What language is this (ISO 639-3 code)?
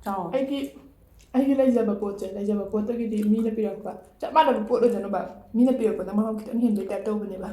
mni